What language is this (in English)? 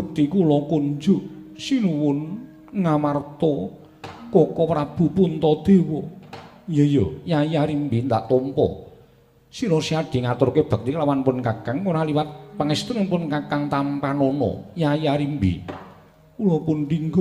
Javanese